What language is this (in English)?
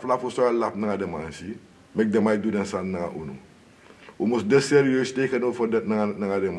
Sranan Tongo